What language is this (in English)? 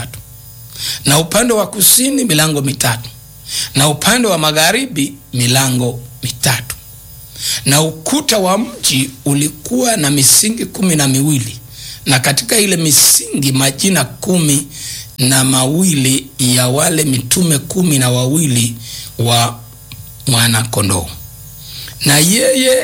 Swahili